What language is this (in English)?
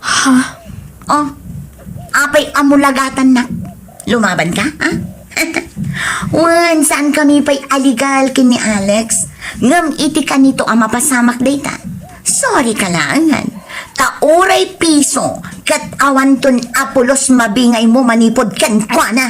Iloko